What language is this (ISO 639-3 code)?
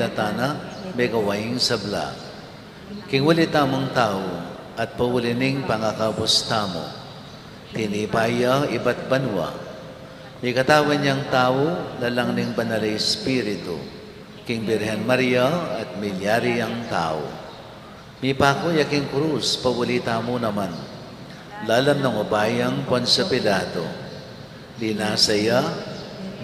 pam